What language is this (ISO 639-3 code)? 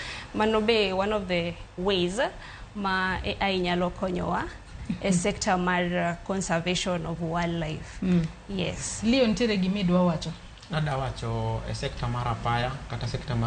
luo